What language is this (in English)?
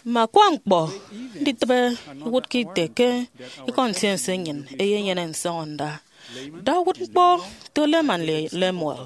Efik